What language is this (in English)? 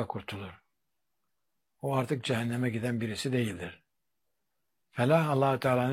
Turkish